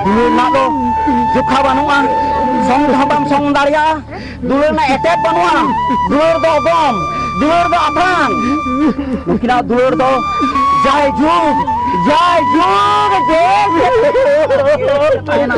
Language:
Santali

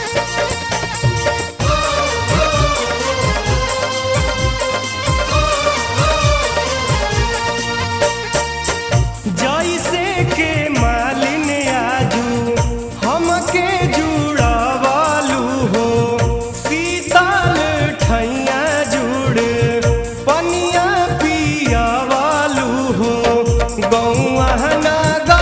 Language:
Bhojpuri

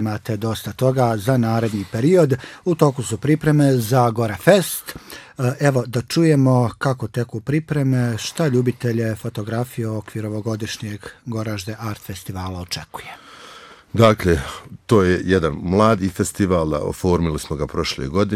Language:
Bosnian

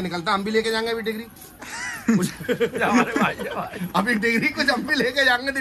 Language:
Hindi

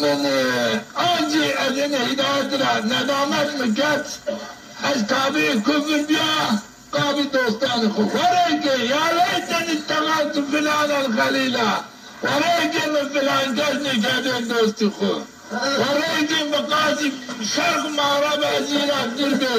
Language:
Zaza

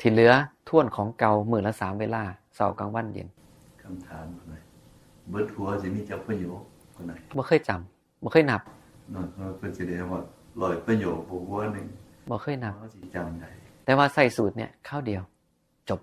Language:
Northeastern Thai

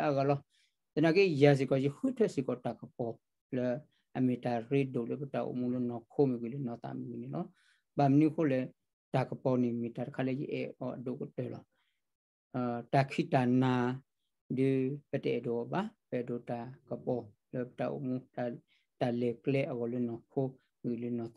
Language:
S'gaw Karen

